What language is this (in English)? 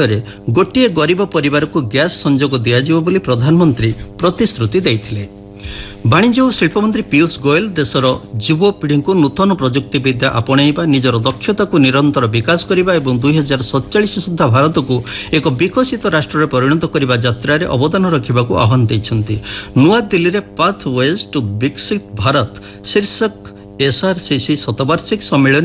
Odia